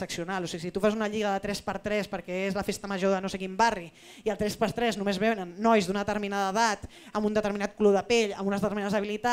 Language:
Catalan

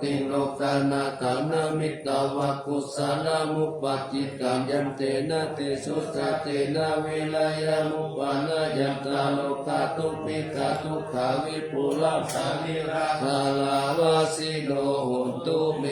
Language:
Pali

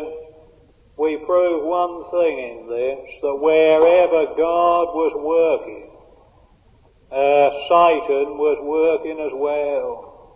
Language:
English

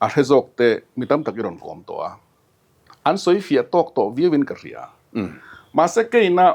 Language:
Mizo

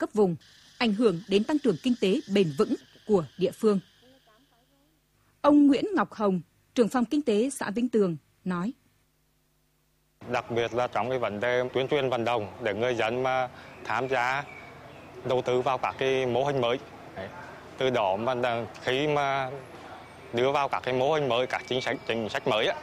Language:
Vietnamese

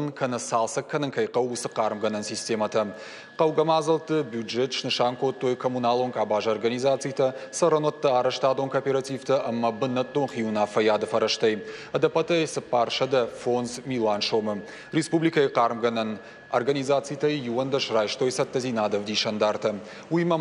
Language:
Ossetic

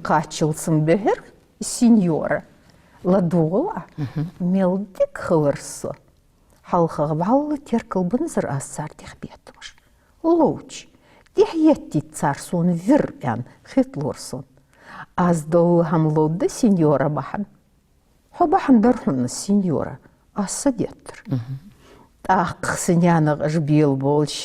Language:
Ingush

